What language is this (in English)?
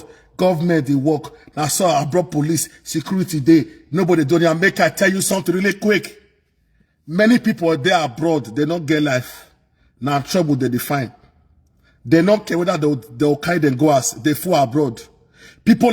Nigerian Pidgin